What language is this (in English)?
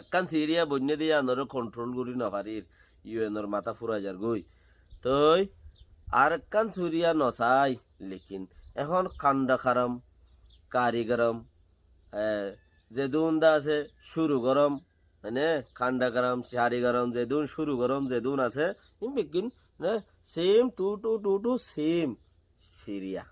Rohingya